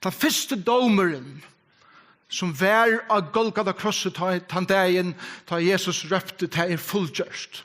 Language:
Faroese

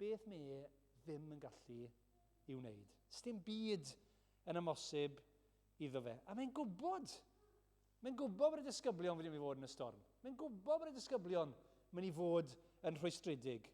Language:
Welsh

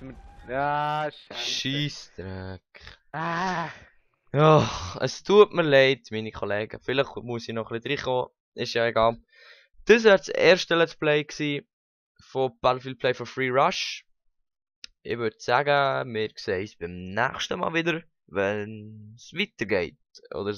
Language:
Swiss German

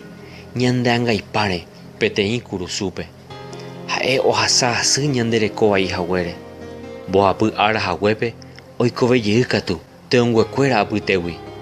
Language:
Guarani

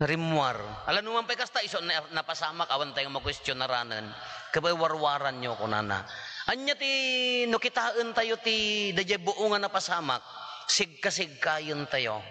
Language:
Iloko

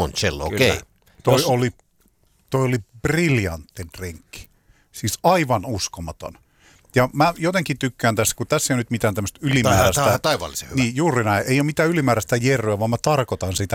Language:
Finnish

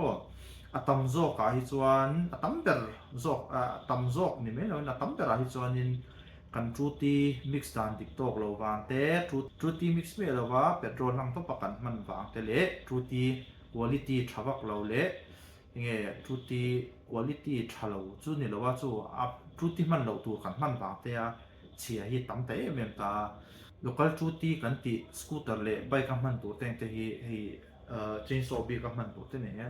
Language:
Mizo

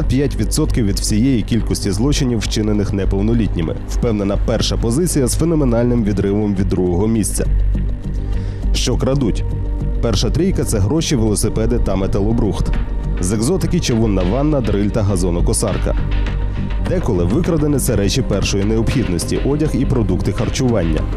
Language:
Ukrainian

